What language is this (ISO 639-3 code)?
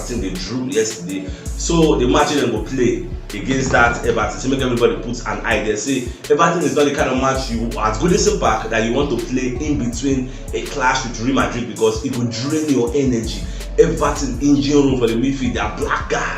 pcm